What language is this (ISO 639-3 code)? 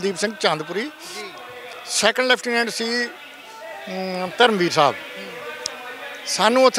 pan